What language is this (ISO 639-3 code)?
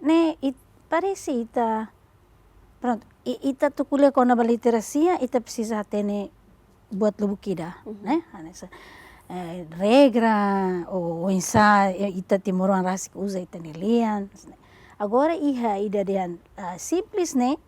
tet